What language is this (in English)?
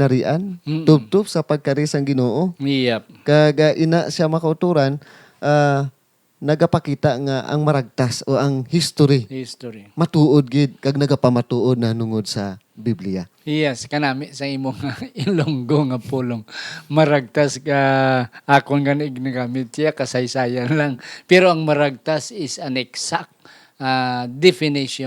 Hiligaynon